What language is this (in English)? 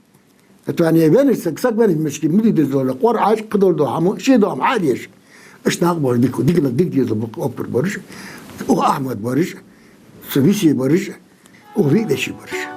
Ingush